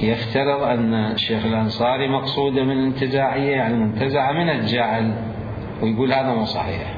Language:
Mesopotamian Arabic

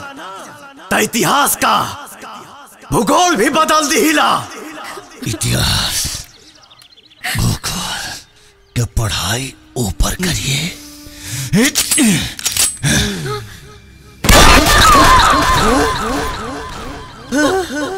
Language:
Bhojpuri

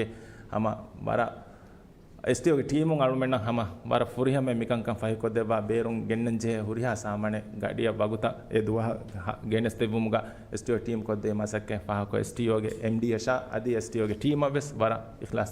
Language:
Divehi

